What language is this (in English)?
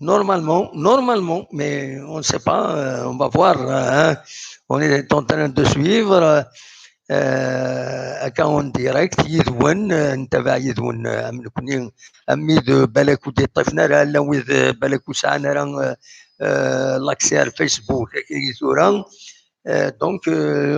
Kabyle